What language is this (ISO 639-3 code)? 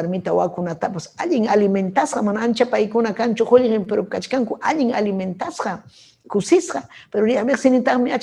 quy